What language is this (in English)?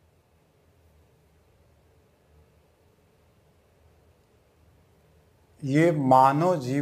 Hindi